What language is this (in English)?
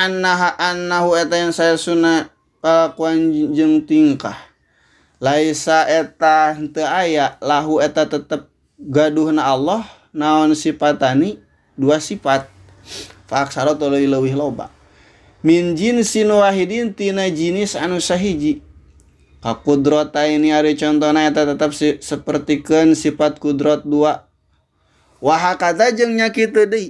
Sundanese